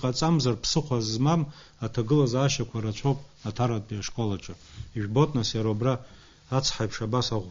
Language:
Abkhazian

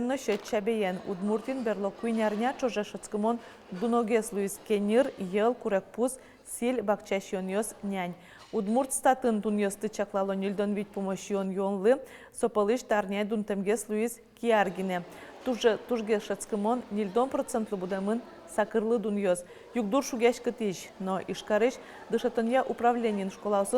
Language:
Udmurt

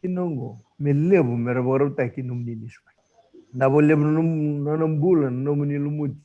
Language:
Fijian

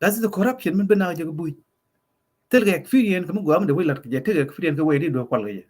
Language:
Nuer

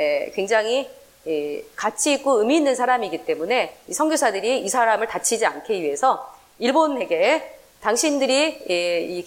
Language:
Korean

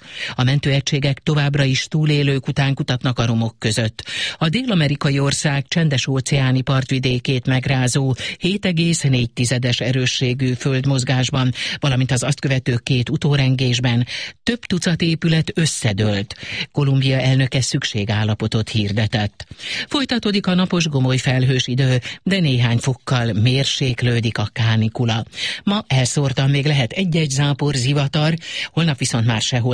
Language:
Hungarian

